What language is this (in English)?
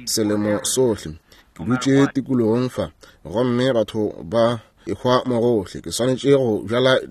Northern Sotho